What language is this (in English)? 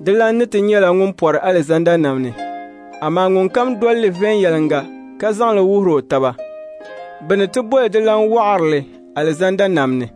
Dagbani